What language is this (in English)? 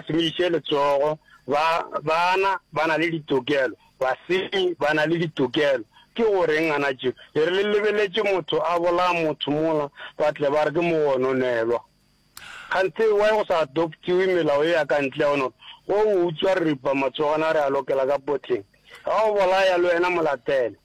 Northern Sotho